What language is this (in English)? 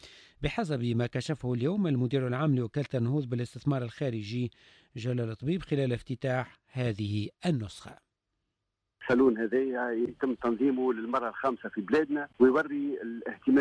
Tunisian Arabic